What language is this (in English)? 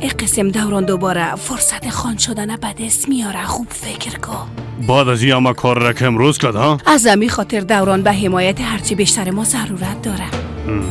Persian